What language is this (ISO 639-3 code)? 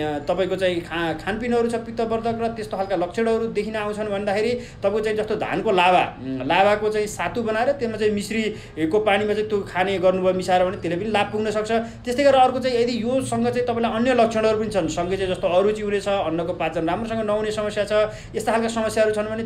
nep